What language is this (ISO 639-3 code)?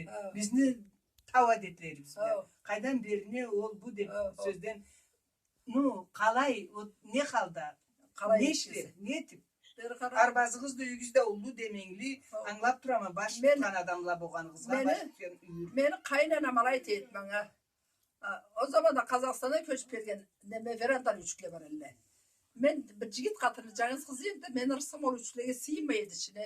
krc